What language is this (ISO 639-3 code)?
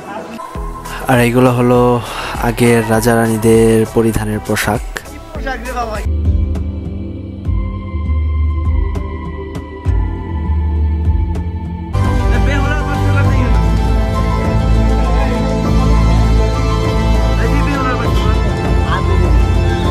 ben